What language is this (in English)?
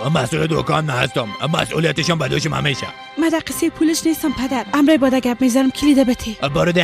Persian